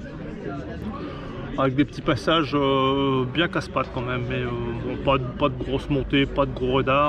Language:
French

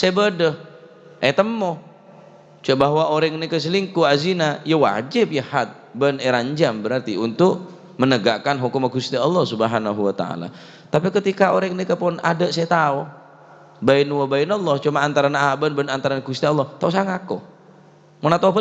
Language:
Madurese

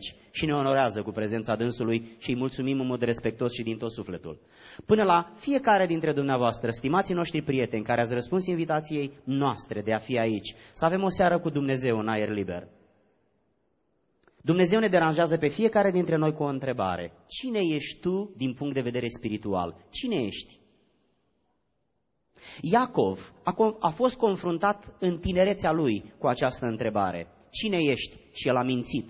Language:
Romanian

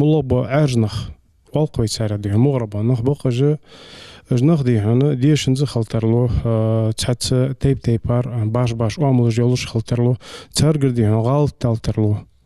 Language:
Ingush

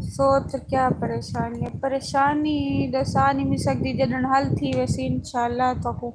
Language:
Saraiki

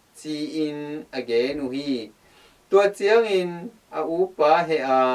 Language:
Tedim Chin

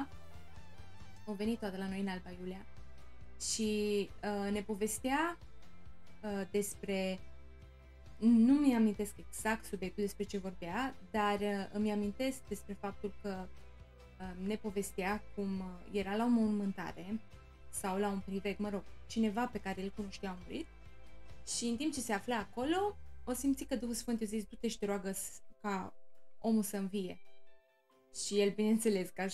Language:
Romanian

